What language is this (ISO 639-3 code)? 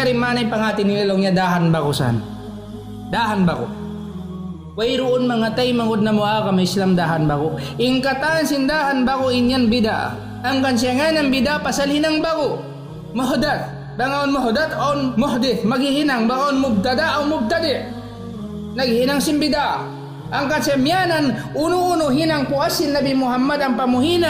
tsg